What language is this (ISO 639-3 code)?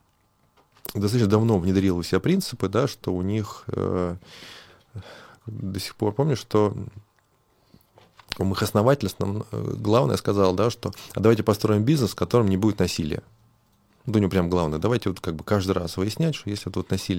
rus